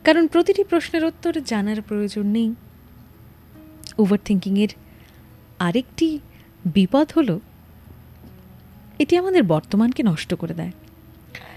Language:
Bangla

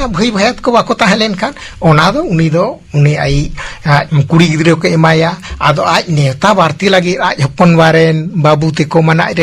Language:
Santali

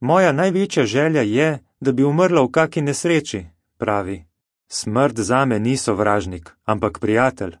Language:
Slovenian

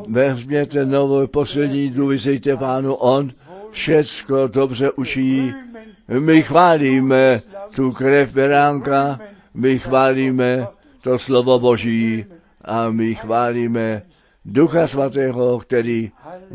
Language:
Czech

